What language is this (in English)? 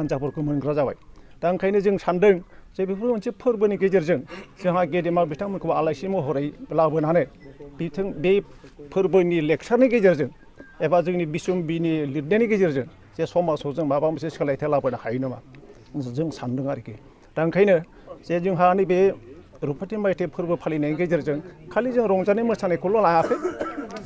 Bodo